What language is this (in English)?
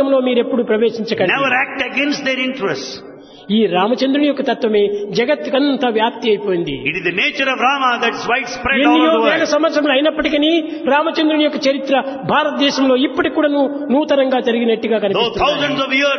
Telugu